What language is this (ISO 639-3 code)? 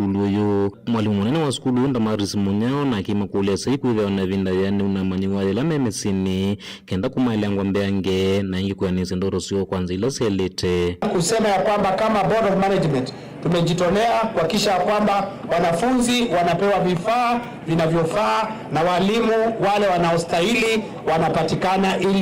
kam